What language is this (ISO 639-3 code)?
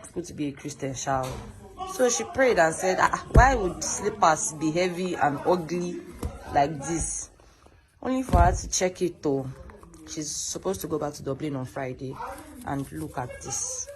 pcm